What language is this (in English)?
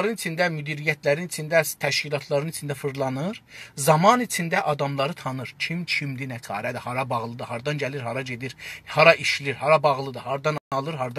South Azerbaijani